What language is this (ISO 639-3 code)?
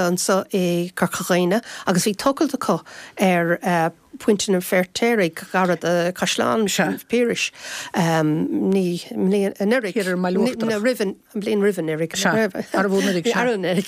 gle